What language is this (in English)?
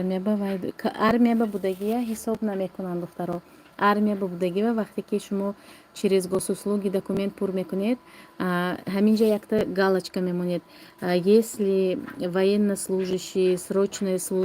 Tajik